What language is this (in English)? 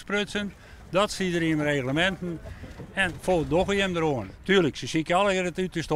Western Frisian